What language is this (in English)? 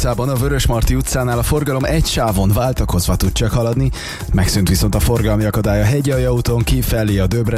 Hungarian